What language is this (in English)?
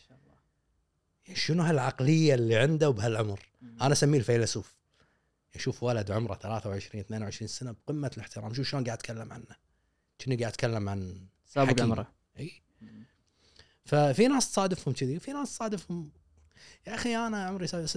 Gulf Arabic